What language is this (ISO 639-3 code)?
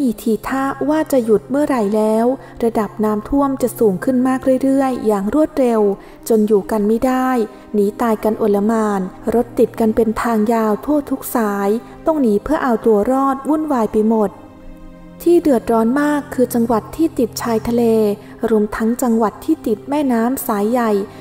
tha